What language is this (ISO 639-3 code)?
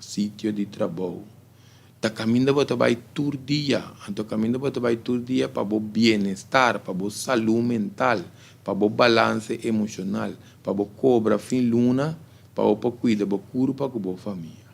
pap